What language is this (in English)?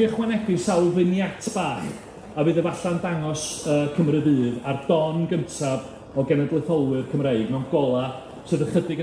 Welsh